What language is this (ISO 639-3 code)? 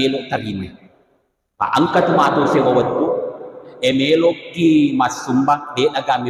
bug